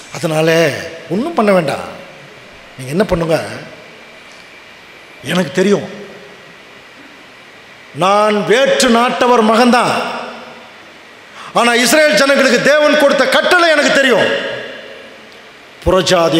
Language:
Tamil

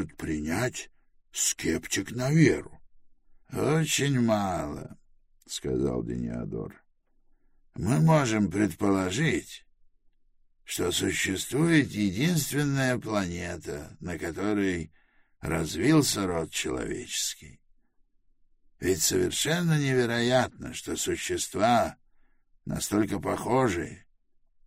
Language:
Russian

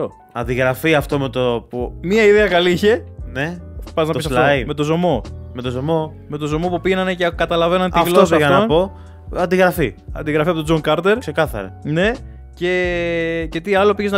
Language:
Greek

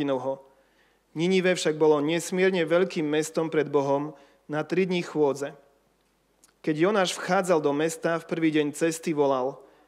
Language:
Slovak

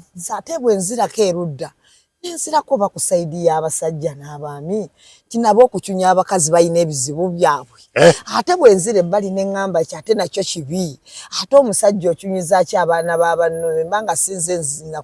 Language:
Ganda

